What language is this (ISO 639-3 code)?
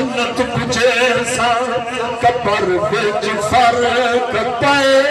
skr